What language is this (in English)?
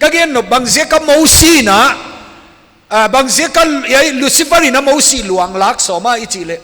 Paite Chin